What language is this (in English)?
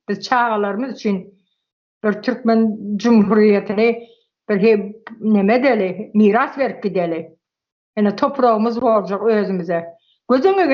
Turkmen